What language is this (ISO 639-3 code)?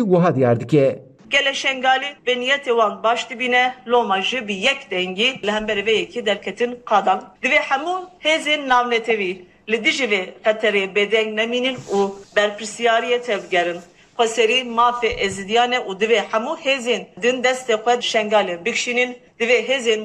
kur